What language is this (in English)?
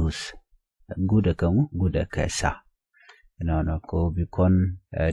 Nuer